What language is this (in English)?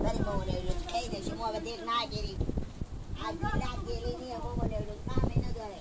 Hazaragi